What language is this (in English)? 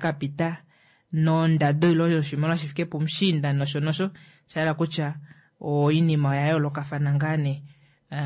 Kuanyama